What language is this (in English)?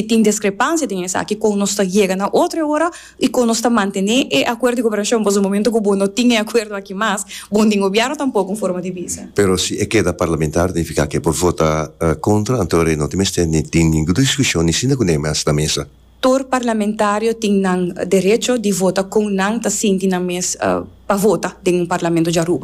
Papiamento